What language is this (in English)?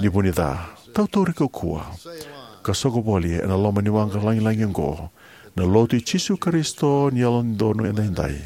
Fijian